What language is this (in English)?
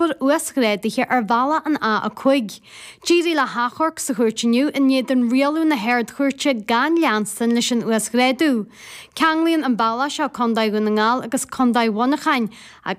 Irish